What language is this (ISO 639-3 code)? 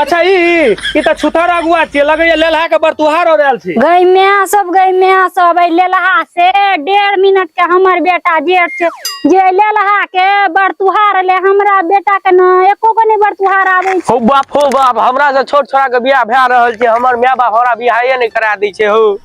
mai